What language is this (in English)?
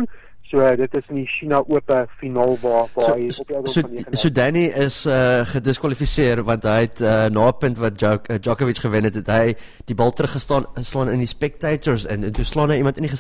Afrikaans